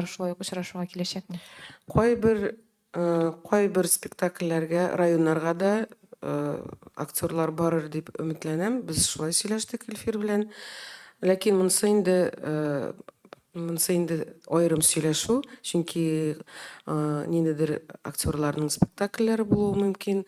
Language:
Tatar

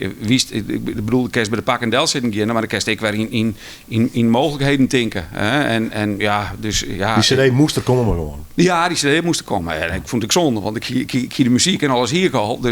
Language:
Western Frisian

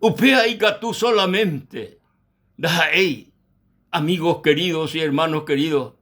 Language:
Guarani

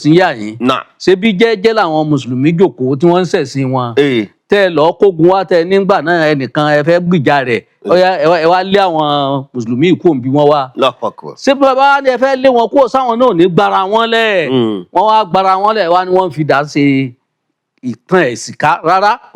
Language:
Yoruba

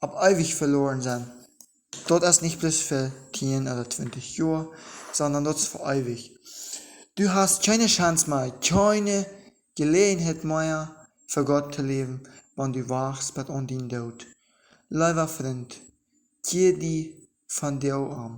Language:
Plautdietsch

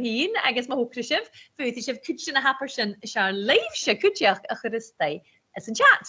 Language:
Scottish Gaelic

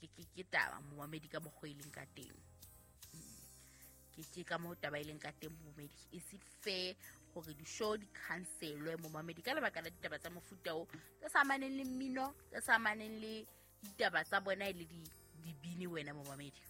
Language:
Southern Sotho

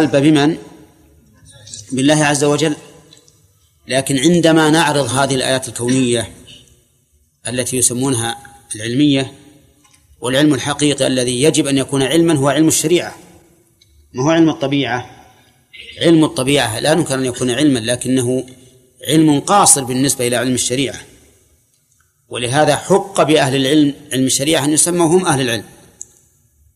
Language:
Arabic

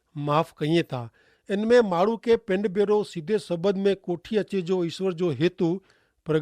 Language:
Kachhi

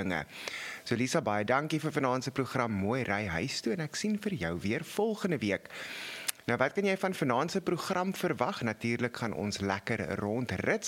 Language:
Afrikaans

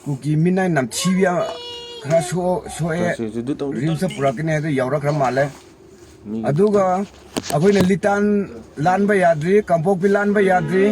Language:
Manipuri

